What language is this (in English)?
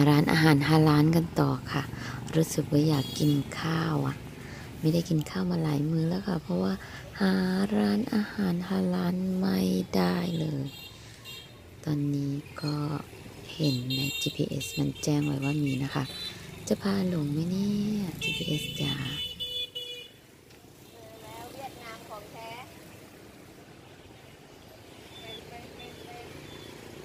Thai